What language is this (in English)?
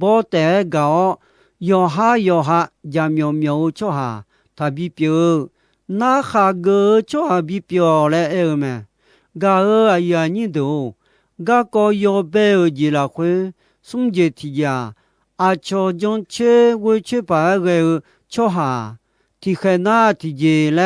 Akha